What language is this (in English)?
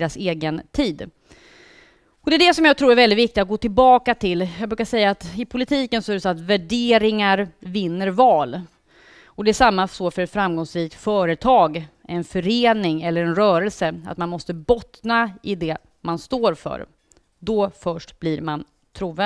Swedish